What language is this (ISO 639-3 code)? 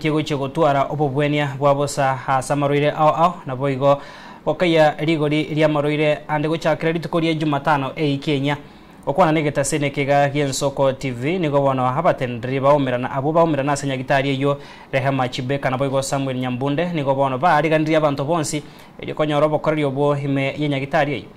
guz